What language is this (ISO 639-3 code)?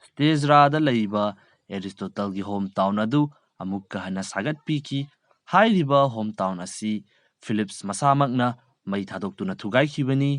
mni